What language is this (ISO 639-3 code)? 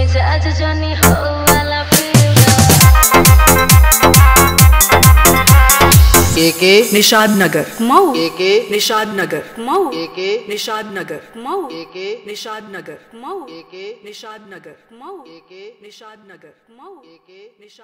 bho